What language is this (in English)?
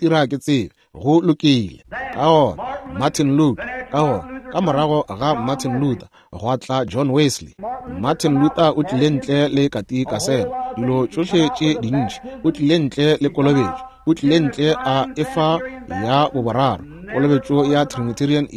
Northern Sotho